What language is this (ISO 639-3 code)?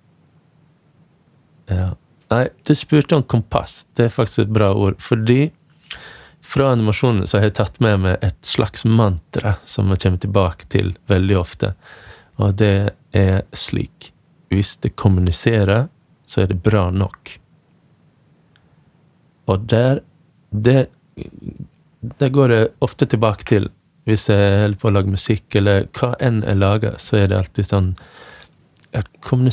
nor